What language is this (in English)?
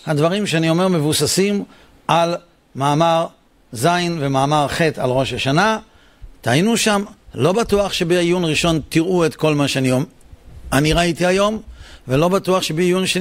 Hebrew